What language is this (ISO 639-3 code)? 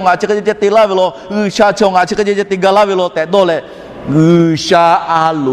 lhu